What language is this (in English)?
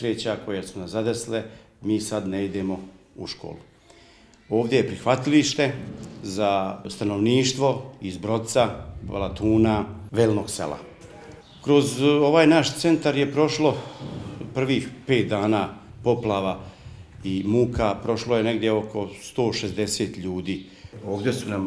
Bosnian